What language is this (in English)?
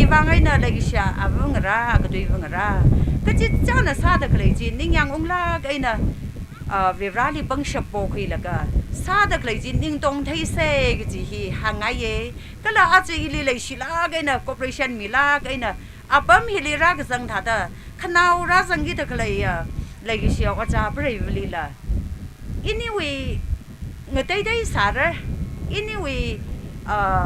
Tangkhul Naga (India)